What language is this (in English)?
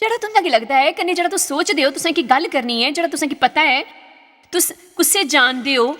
Dogri